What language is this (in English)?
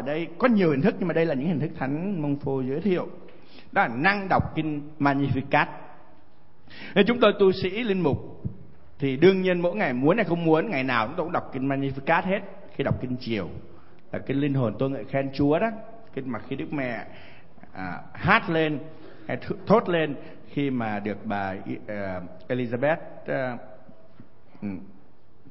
Vietnamese